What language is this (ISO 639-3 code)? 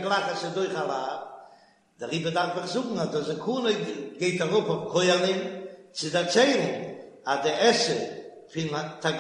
yid